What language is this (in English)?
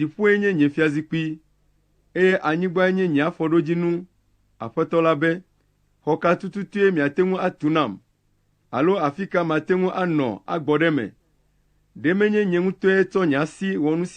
Ewe